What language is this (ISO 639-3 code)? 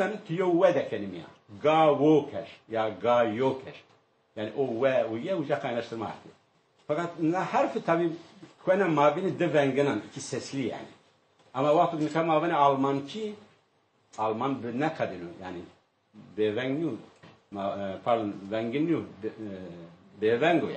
zza